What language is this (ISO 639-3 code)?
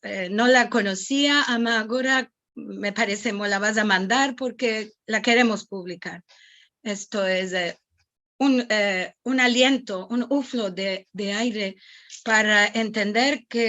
lad